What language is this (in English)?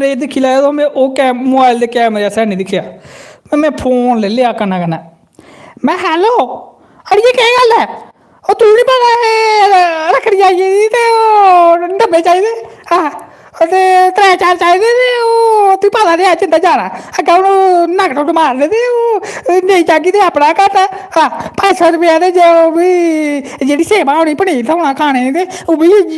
Dogri